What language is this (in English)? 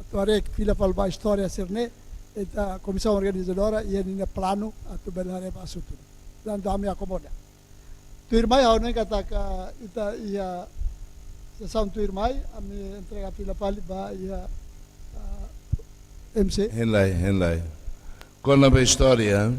Tetum